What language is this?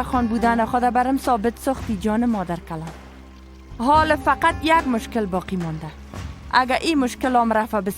Persian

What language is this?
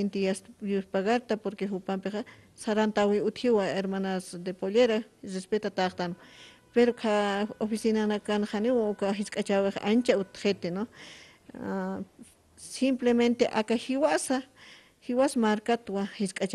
Aymara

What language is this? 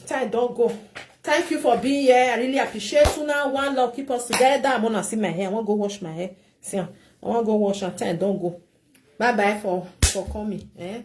Nigerian Pidgin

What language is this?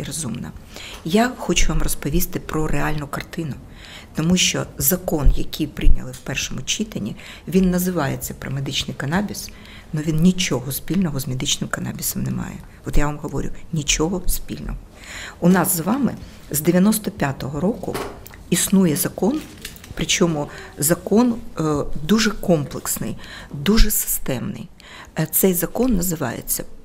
Ukrainian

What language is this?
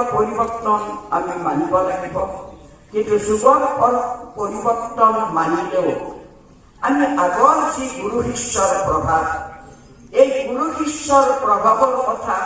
Assamese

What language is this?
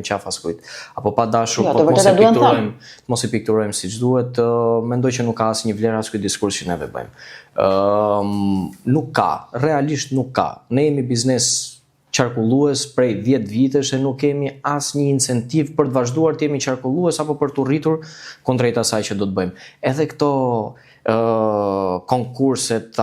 Albanian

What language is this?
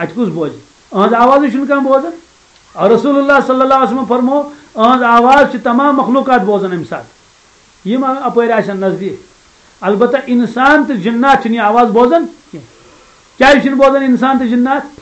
Kashmiri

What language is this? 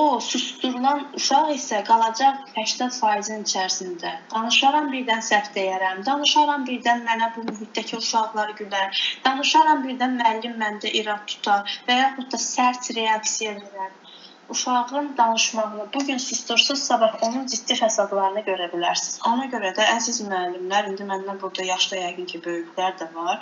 Azerbaijani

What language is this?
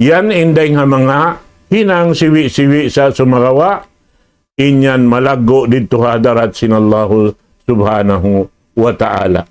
Tausug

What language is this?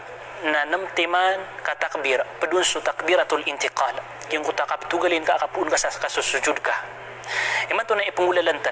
Maranao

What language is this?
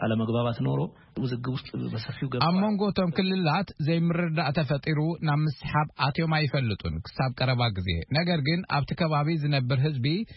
Tigrinya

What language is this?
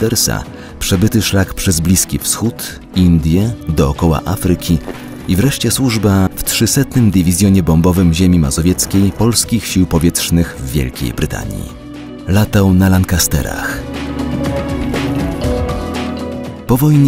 Polish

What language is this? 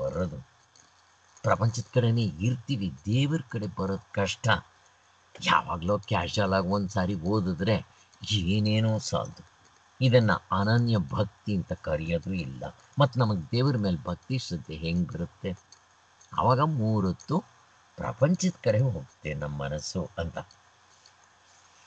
Kannada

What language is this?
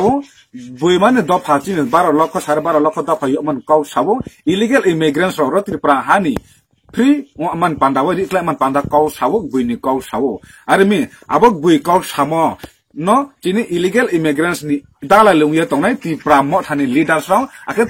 Riang (India)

